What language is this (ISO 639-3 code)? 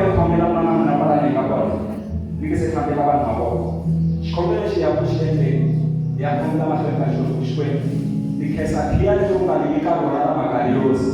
tso